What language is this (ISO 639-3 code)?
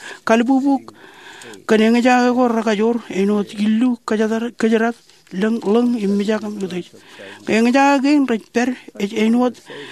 mah